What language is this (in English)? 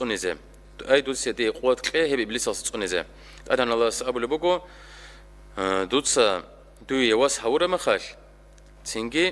Avaric